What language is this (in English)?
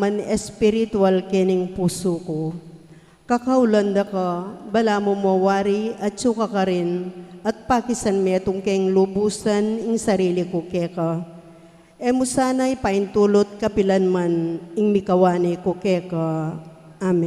Pampanga